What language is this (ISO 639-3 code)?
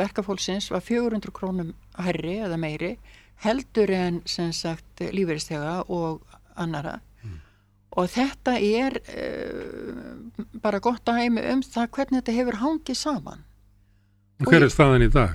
isl